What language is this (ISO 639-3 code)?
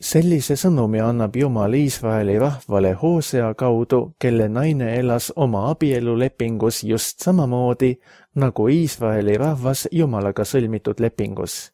est